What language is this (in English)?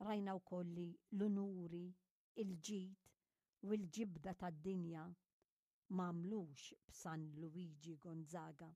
Maltese